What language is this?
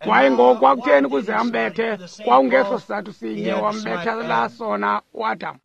Xhosa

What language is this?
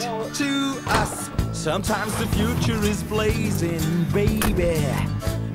Western Frisian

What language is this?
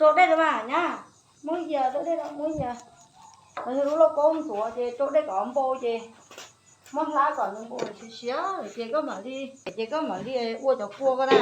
Hmong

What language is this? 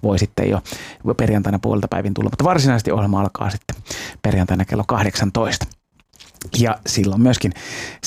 Finnish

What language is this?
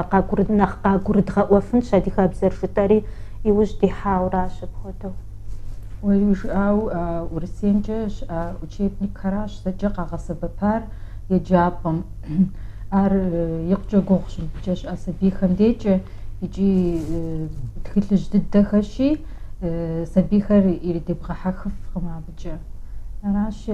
Kabardian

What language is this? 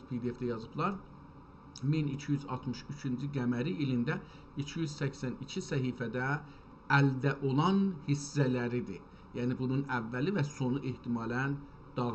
South Azerbaijani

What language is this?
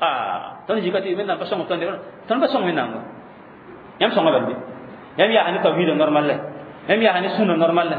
Mossi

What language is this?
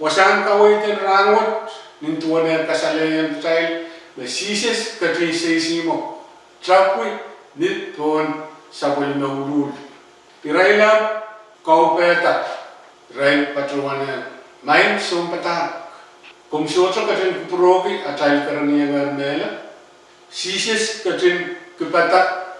Pohnpeian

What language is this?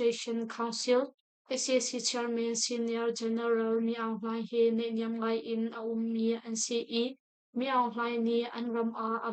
Hakha Chin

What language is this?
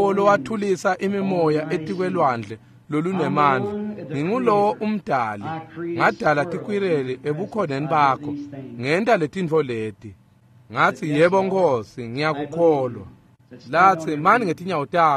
Swati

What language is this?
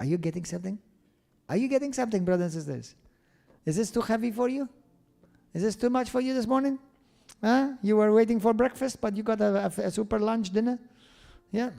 English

